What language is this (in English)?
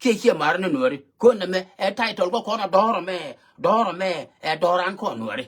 Nuer